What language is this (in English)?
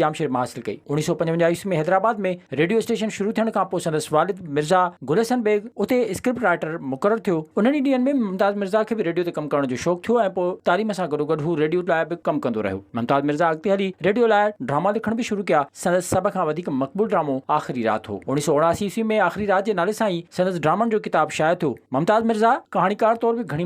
Sindhi